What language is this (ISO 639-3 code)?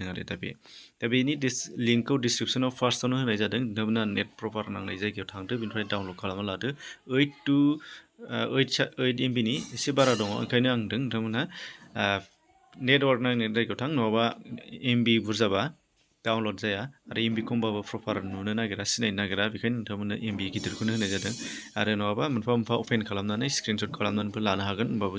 brx